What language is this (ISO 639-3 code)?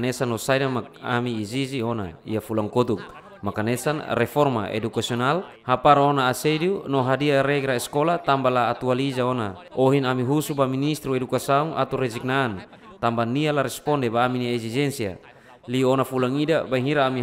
tet